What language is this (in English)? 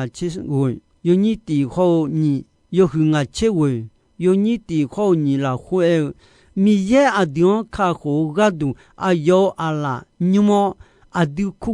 Akha